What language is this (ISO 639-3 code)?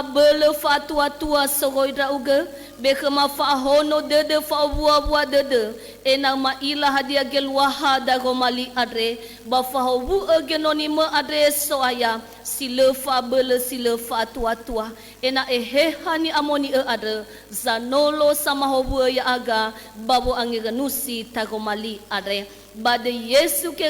nia